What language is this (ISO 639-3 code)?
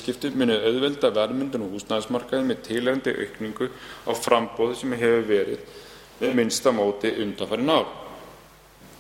isl